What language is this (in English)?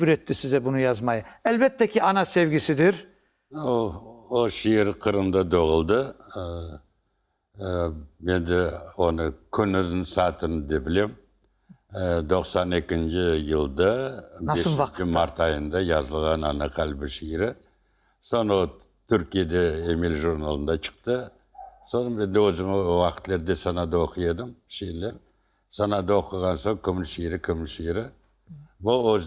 Crimean Tatar